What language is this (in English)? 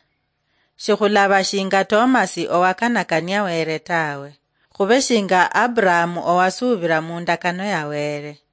Luyia